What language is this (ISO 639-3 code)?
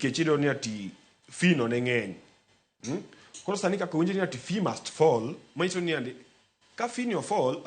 luo